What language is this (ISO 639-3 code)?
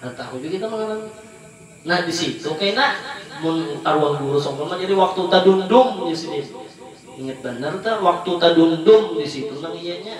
bjn